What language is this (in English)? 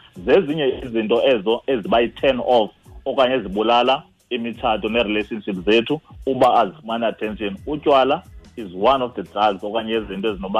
Xhosa